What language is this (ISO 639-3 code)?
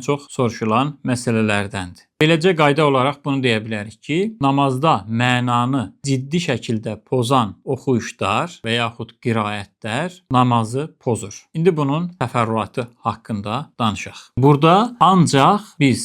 aze